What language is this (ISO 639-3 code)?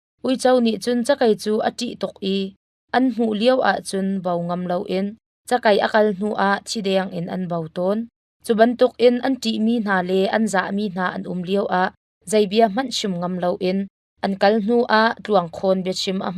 cnh